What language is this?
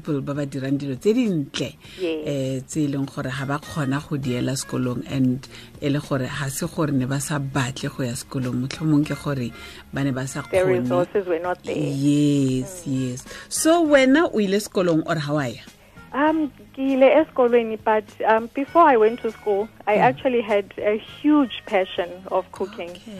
Tswana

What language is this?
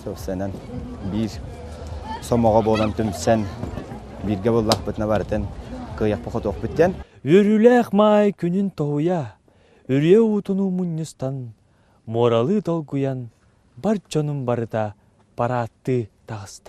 Yakut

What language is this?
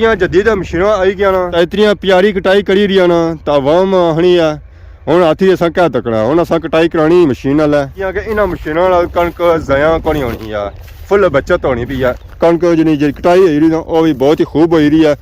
Pahari-Potwari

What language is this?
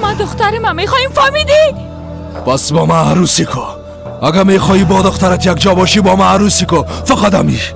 Persian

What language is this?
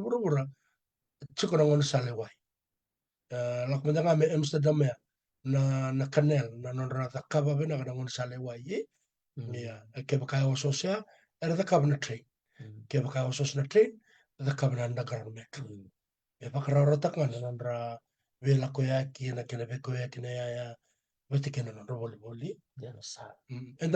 Fijian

